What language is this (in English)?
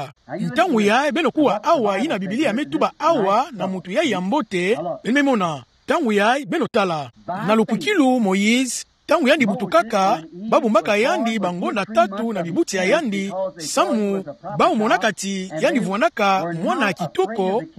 Kituba (Democratic Republic of Congo)